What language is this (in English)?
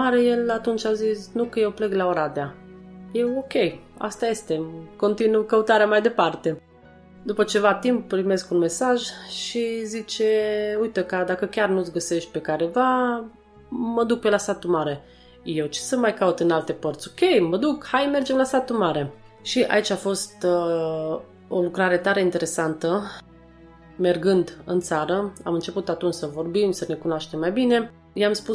Romanian